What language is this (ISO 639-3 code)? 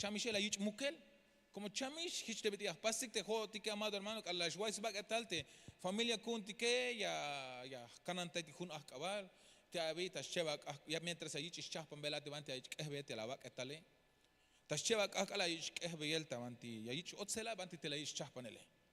tzh